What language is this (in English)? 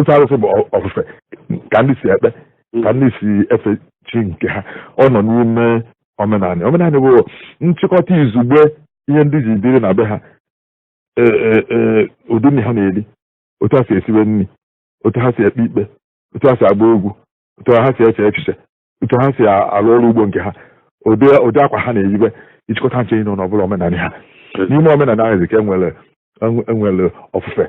Igbo